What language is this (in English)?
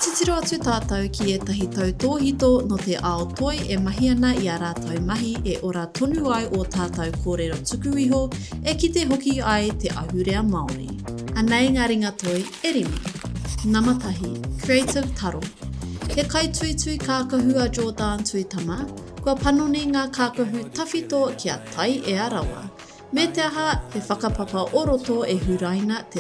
Māori